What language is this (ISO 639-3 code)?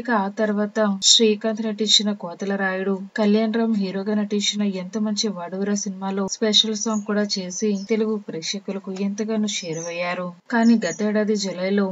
tel